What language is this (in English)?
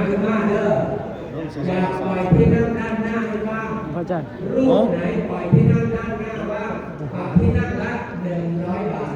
Northeastern Thai